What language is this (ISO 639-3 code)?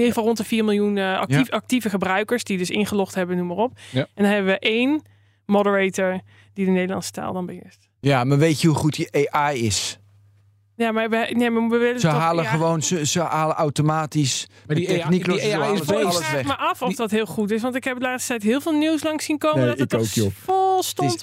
nld